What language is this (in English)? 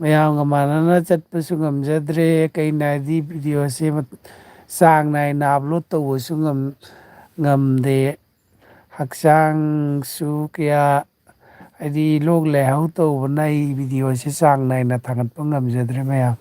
Manipuri